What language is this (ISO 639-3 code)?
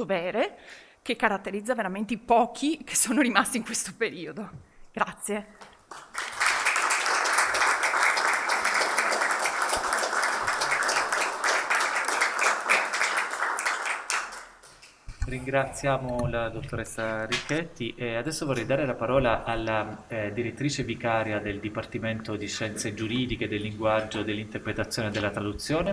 ita